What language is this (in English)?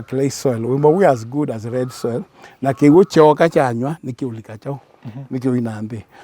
Kamba